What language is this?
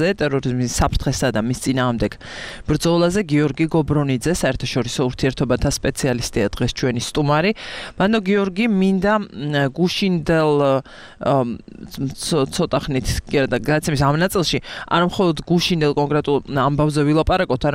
Georgian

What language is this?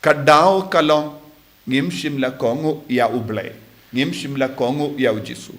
Khasi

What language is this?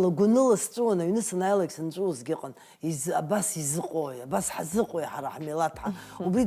Abkhazian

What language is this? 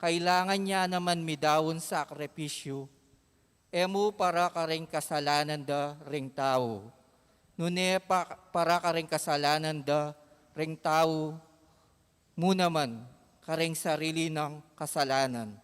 Pampanga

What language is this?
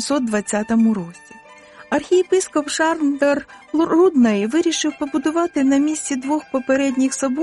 Ukrainian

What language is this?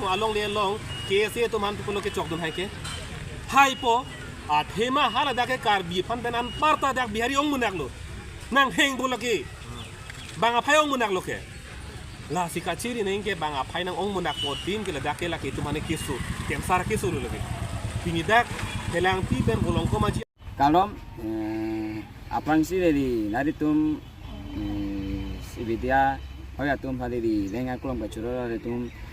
Karbi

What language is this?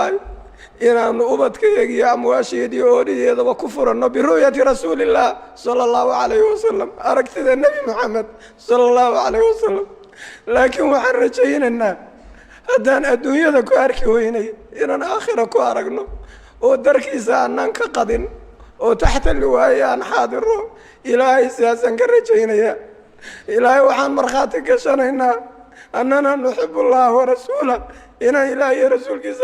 Somali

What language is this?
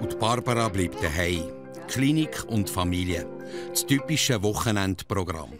Swiss German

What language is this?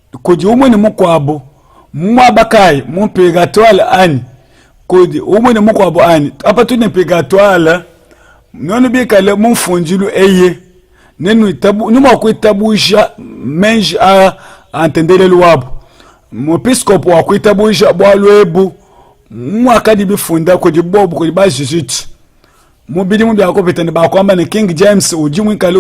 Luba-Lulua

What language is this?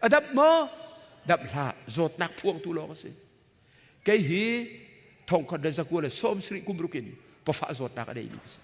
Hakha Chin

